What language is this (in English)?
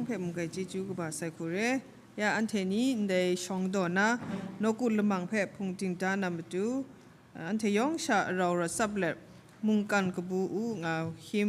Kachin